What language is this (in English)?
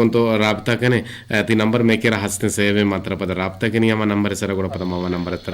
Eastern Balochi